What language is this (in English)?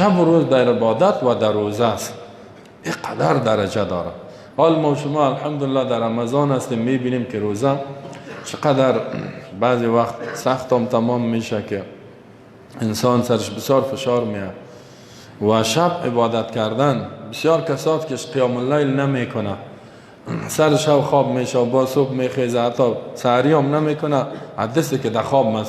Persian